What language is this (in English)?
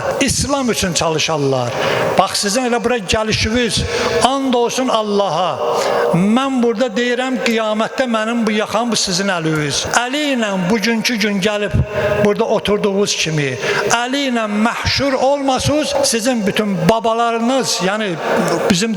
Azerbaijani